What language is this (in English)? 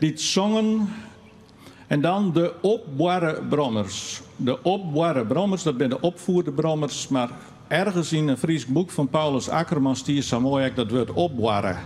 Western Frisian